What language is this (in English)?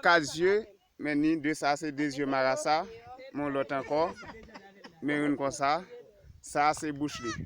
Haitian Creole